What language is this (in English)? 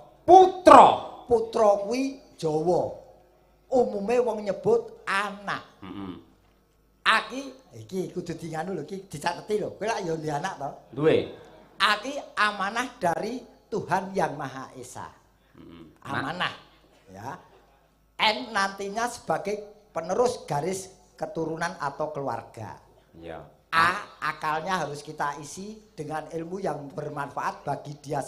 Javanese